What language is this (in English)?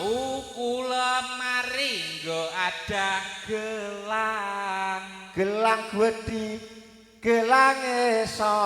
Javanese